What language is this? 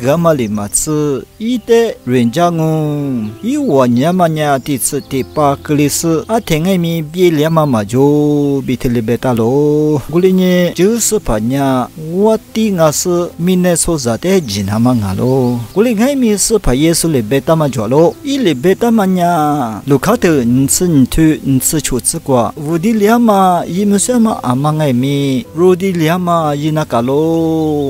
Lisu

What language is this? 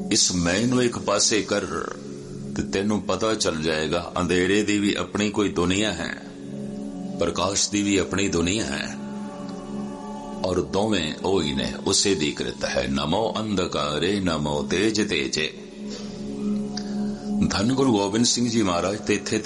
Punjabi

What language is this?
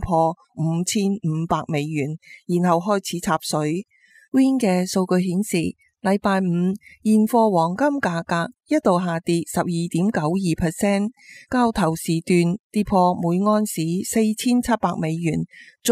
Cantonese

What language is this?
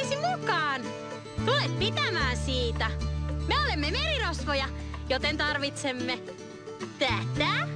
Finnish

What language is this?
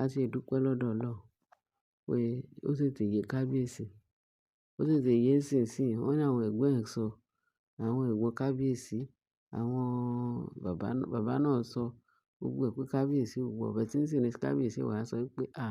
Yoruba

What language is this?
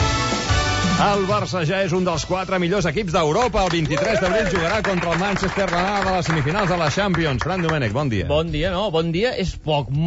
Catalan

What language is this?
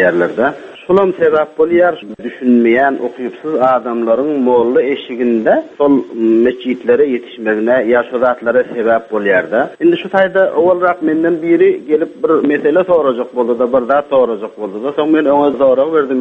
Turkmen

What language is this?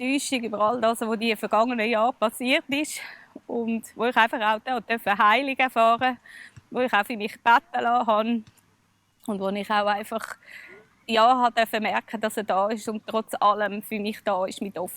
Swiss German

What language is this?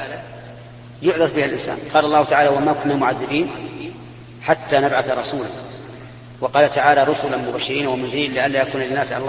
Arabic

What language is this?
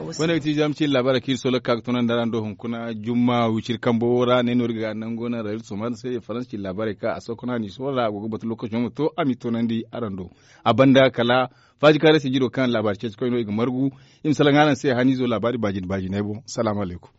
Zarma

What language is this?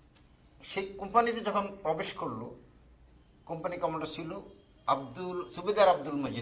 Bangla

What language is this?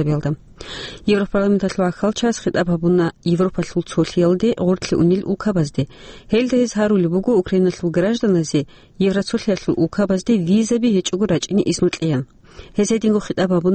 Avaric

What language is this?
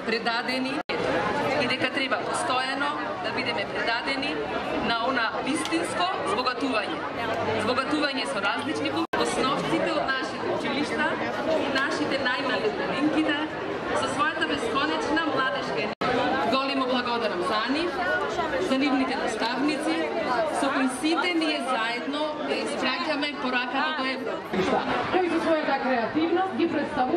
Macedonian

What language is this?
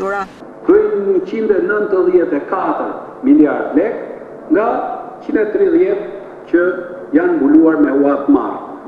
Albanian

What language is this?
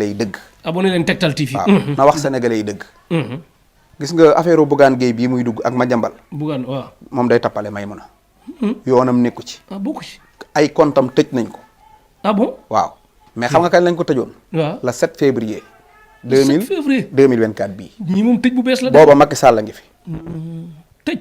Wolof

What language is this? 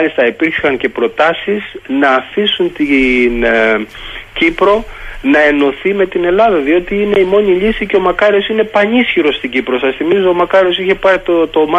Greek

